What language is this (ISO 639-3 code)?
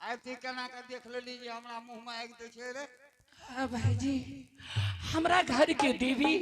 anp